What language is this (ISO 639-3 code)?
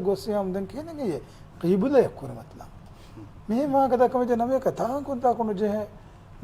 div